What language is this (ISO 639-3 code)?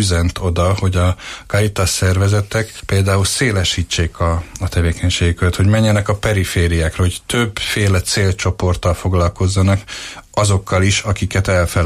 hun